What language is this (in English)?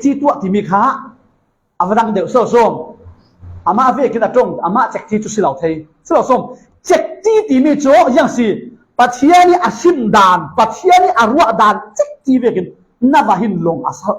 Falam Chin